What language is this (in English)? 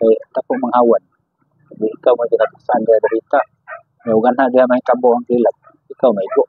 Cebuano